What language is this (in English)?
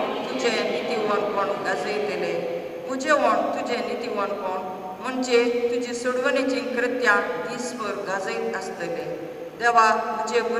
Konkani